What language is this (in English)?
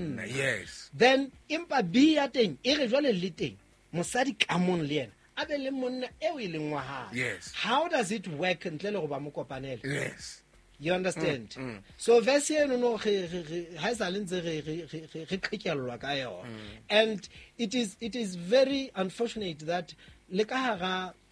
Southern Sotho